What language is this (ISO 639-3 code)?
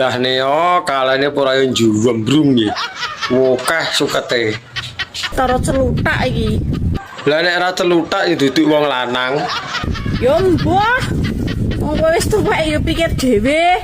jav